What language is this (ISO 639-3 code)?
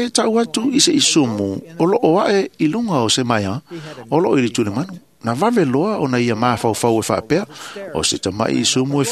smo